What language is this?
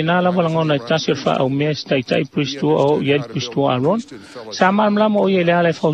Samoan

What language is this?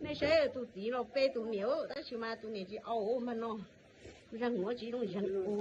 Hmong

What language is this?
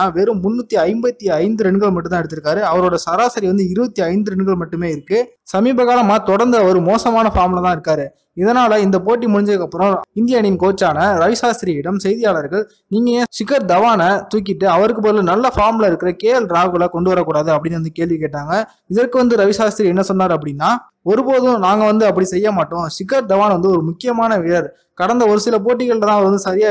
Tamil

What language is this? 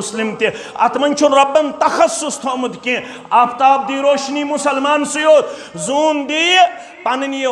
Kashmiri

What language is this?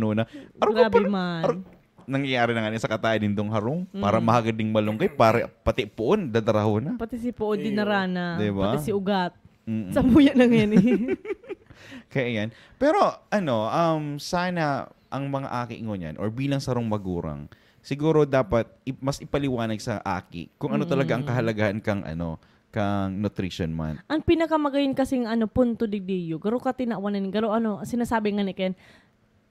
Bikol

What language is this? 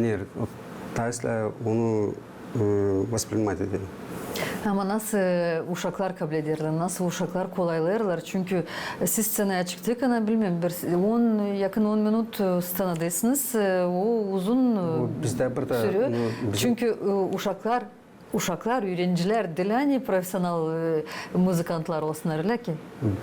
Gagauz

